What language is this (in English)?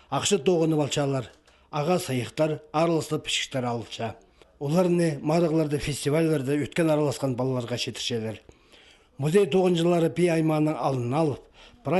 Khakas